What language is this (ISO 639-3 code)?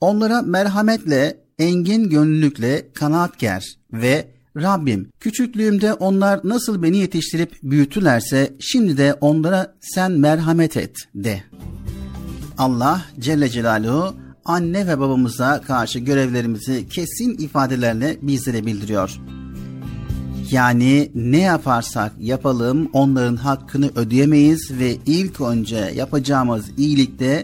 tur